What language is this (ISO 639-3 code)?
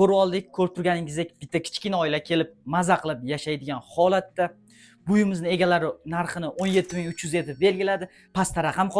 uzb